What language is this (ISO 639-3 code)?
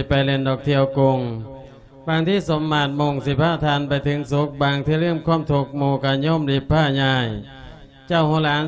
lao